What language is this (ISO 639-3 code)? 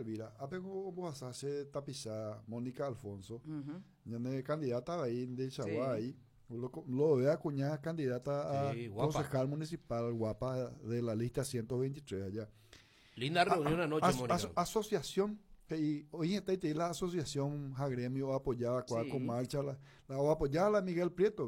grn